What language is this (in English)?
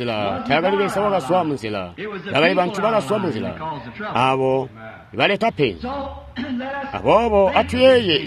Tonga (Zambia)